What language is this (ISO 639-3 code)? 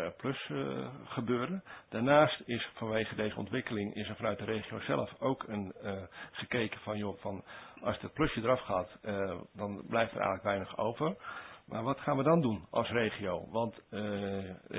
nld